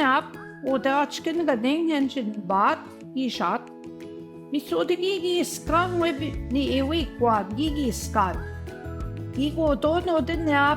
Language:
Central Ojibwa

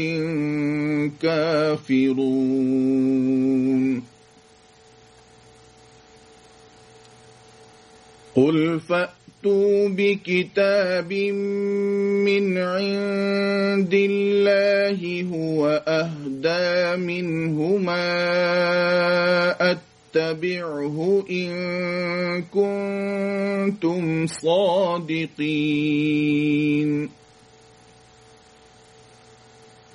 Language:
Arabic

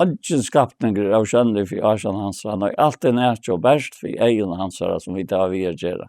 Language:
Faroese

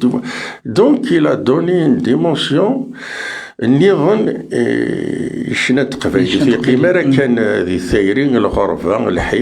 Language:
Kabyle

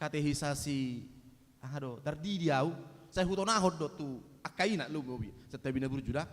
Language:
Batak Toba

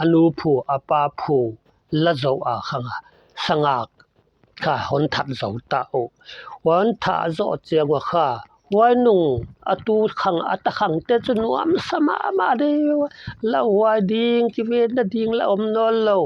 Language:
Paite Chin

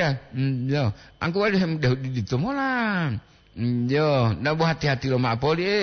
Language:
Gorontalo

